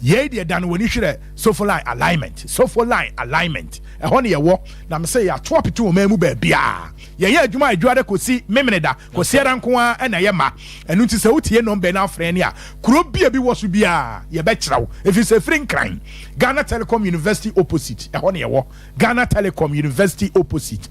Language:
Akan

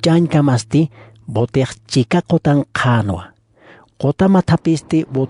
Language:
Aymara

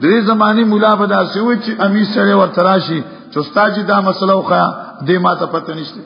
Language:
Pashto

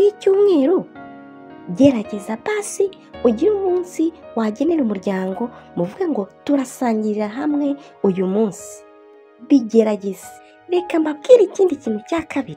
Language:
Kinyarwanda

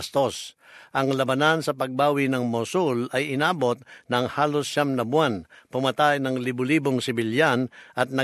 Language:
Filipino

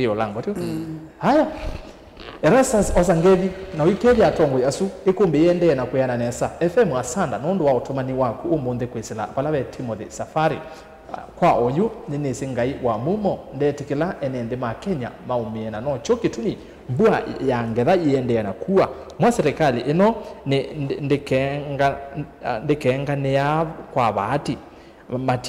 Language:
Kamba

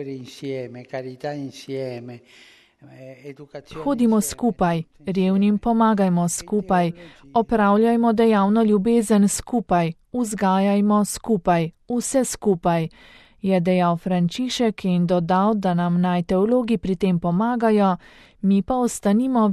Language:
Slovenian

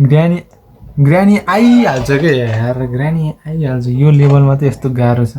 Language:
Nepali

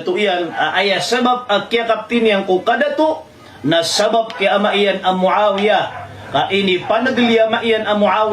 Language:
Maranao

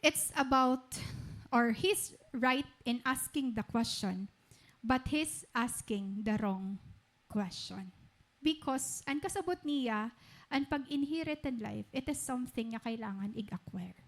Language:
Waray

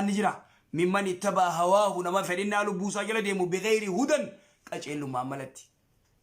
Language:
Oromo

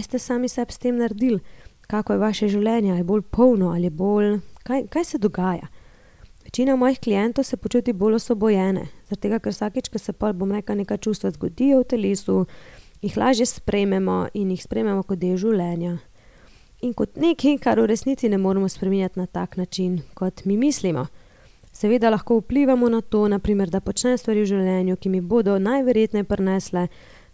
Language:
Slovenian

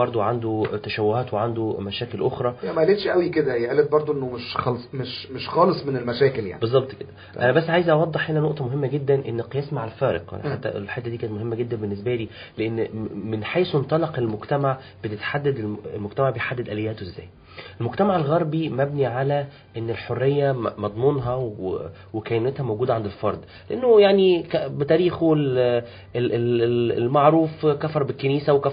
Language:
Egyptian Arabic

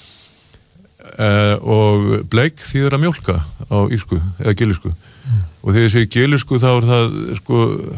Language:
Icelandic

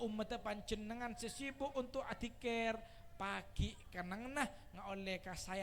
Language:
Madurese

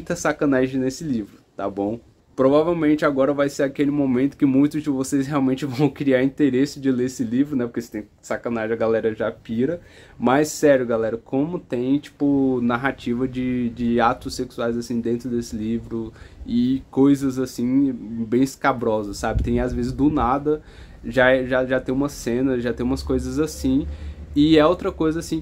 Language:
Portuguese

